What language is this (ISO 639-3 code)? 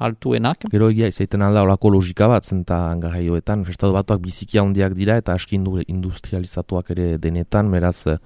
eus